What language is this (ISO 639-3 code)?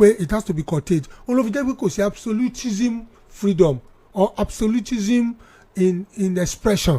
yor